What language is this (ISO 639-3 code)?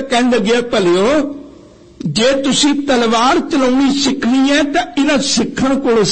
pan